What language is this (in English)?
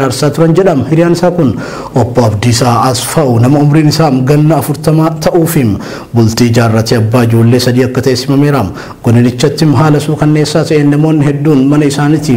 Oromo